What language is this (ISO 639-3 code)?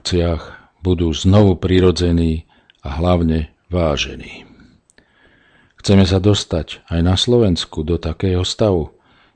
slk